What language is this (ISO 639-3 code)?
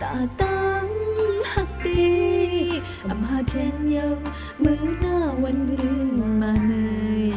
shn